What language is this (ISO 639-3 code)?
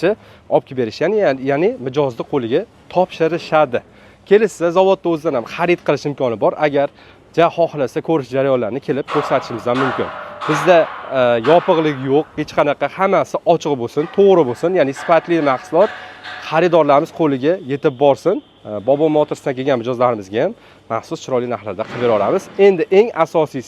uzb